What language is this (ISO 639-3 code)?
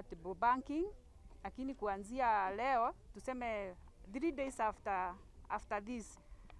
kik